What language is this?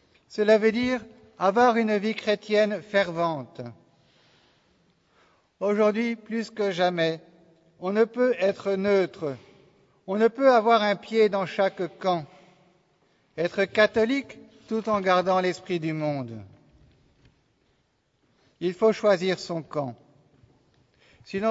French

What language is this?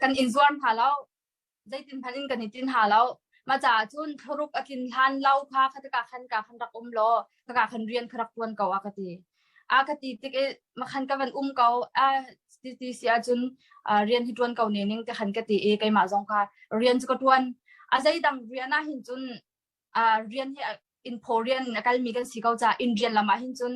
Hakha Chin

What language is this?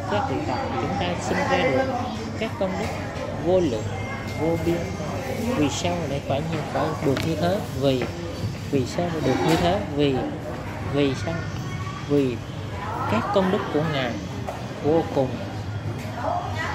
Vietnamese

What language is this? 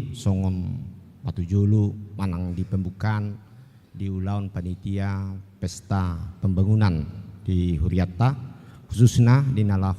Batak Toba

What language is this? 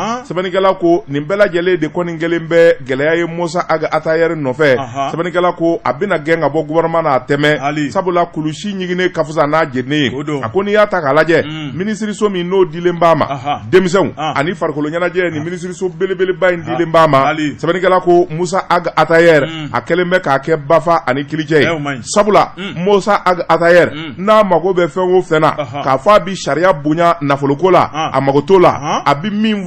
Bambara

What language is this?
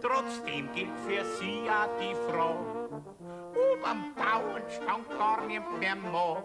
Bavarian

